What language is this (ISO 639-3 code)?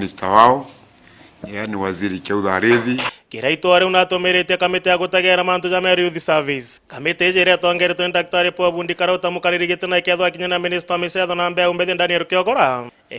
mer